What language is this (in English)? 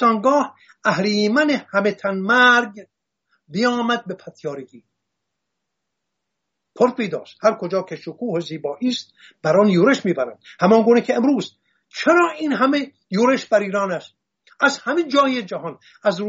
Persian